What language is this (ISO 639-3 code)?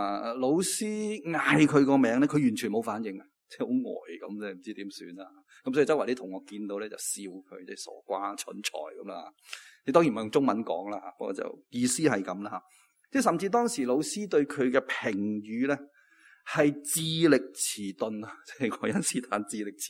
yue